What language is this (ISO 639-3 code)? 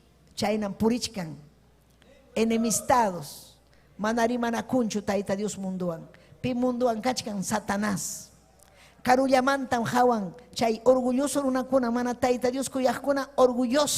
quy